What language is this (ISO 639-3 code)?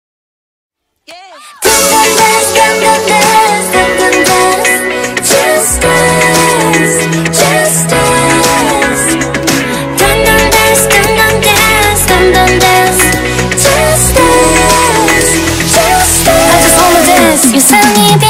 kor